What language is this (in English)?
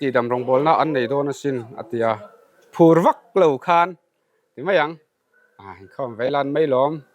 Mizo